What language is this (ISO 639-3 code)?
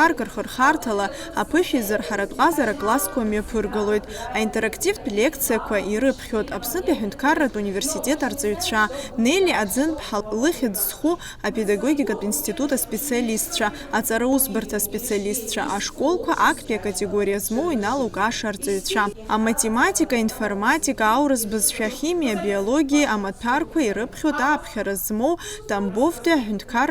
abk